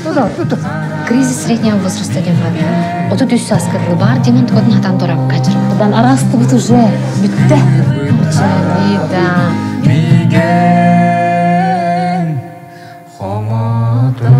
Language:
Yakut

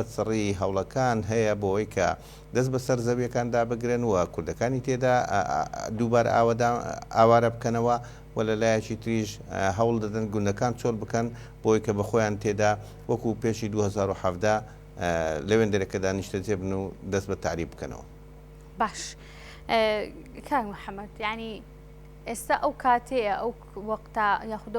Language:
Central Kurdish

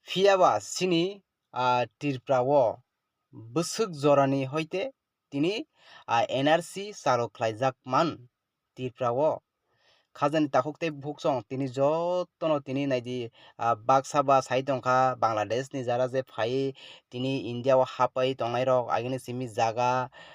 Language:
Kok Borok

